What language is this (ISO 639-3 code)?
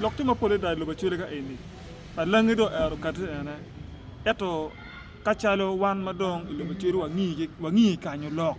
ach